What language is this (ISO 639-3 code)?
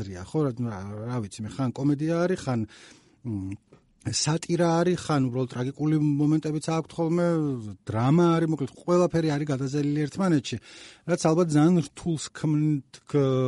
kat